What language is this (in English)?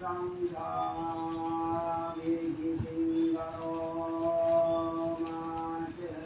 Pali